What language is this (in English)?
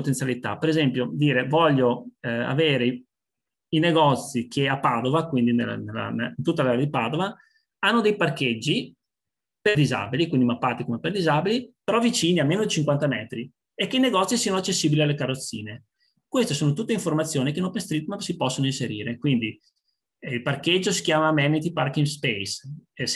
Italian